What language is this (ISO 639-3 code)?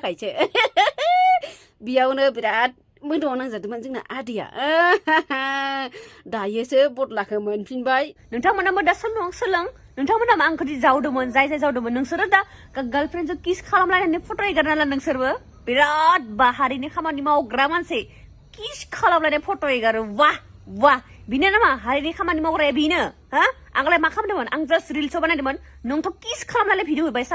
brx